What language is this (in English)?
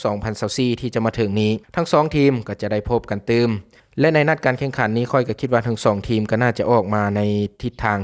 Lao